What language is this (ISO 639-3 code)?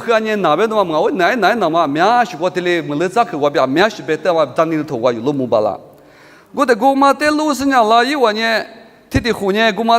lis